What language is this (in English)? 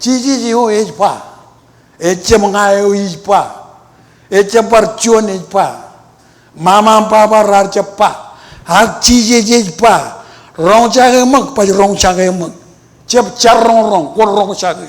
Marshallese